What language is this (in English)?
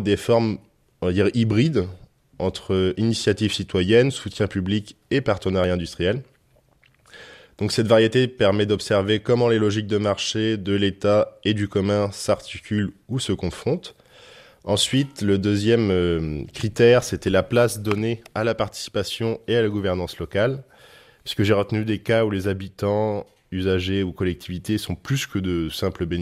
French